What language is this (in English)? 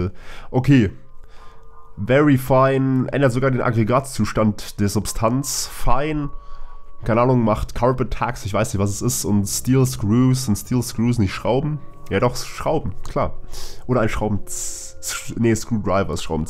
German